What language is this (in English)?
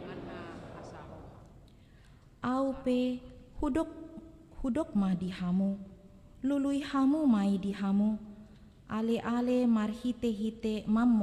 Batak Toba